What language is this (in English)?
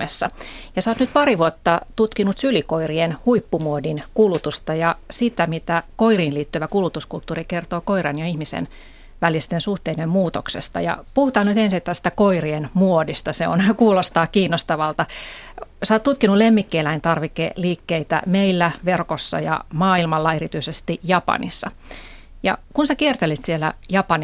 Finnish